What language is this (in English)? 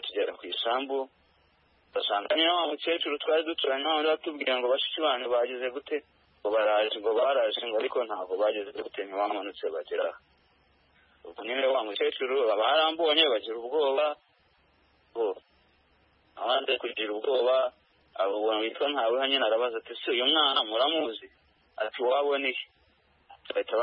Kinyarwanda